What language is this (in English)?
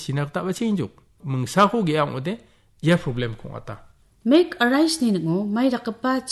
Garo